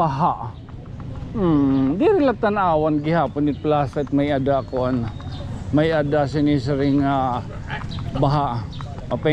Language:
Waray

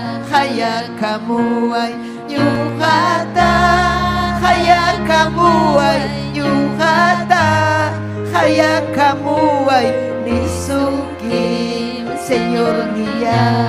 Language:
Ayacucho Quechua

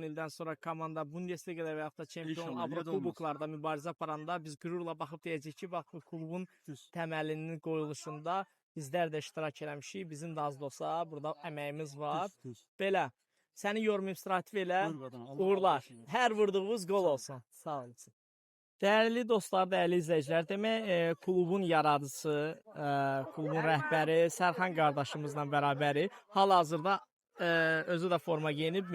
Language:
Azerbaijani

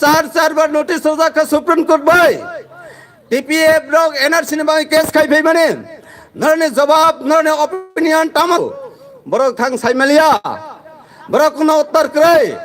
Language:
Kok Borok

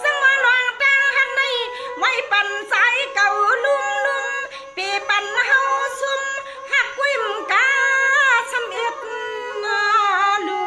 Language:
Shan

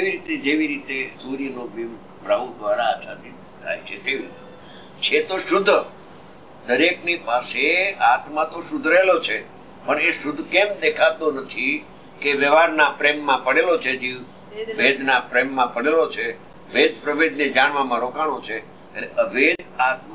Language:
Gujarati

